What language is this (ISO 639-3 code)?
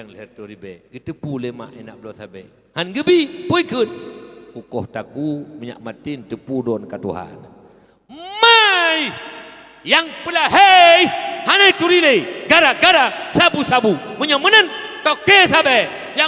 ace